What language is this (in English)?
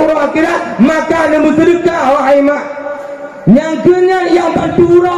Achinese